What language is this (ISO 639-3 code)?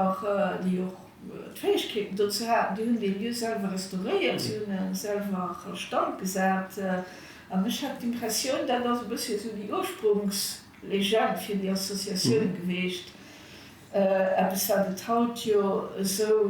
ltz